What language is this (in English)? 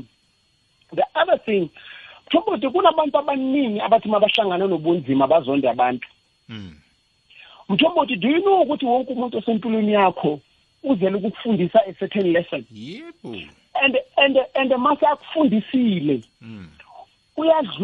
South Ndebele